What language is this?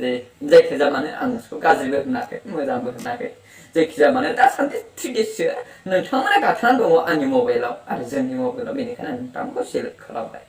Bodo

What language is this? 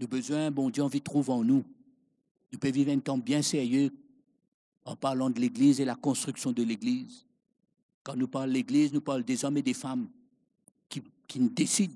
Morisyen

